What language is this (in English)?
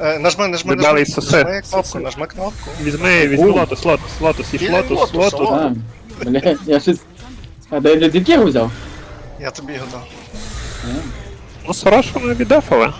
Rusyn